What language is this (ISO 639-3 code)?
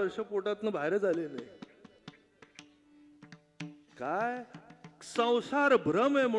mar